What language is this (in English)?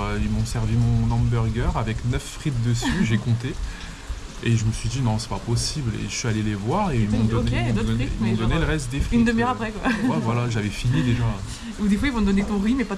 French